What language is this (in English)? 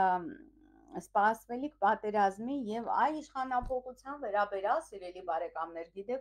Armenian